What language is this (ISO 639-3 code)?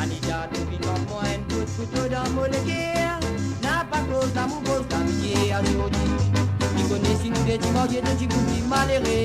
mfe